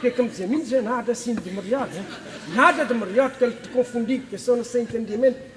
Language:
Kabuverdianu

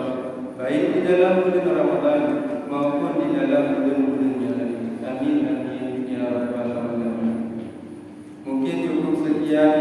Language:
Achinese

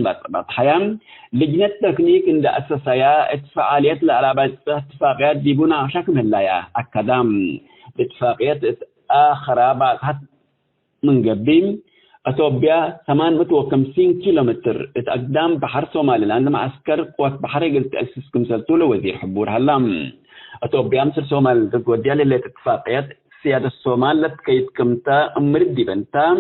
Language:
Tigre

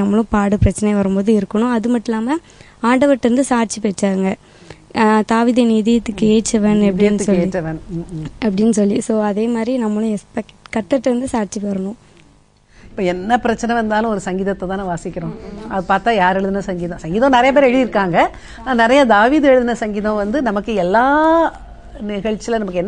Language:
Tamil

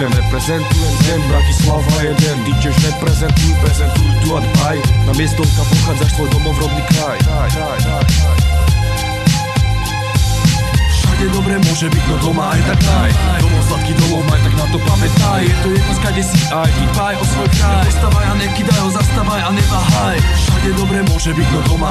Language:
Slovak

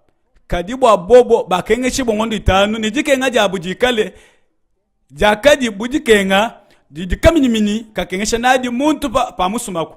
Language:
Luba-Lulua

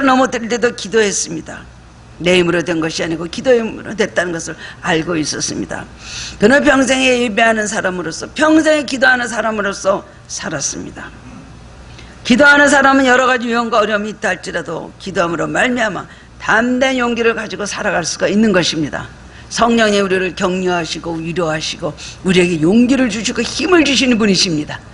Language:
Korean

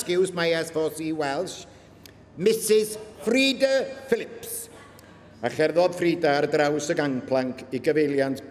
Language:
Welsh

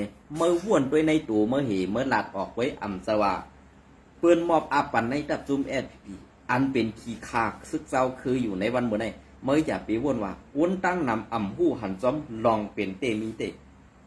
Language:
Shan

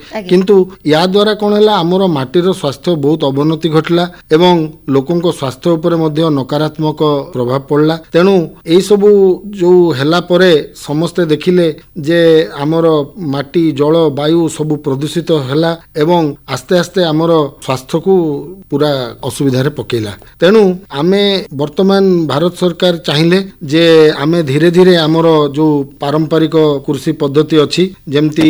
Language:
Odia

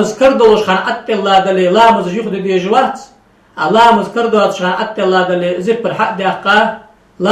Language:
Ingush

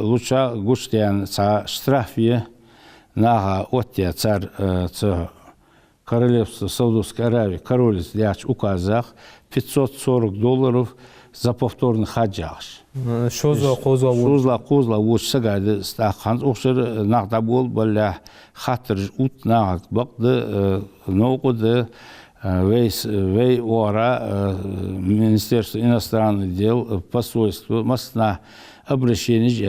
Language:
Ingush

